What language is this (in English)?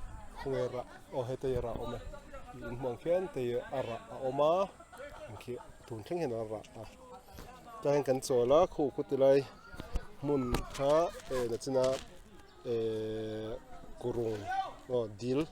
Mizo